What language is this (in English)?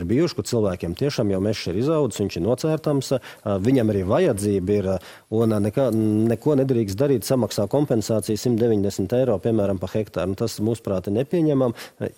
Latvian